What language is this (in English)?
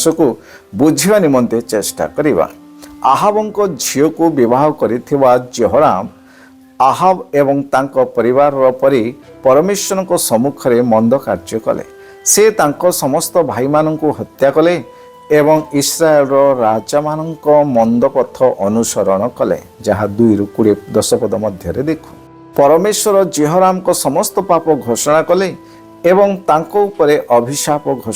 Odia